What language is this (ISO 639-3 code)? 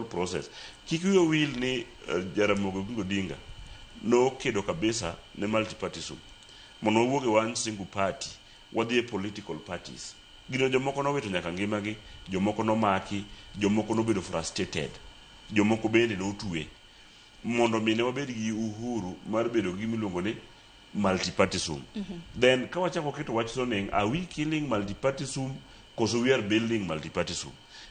luo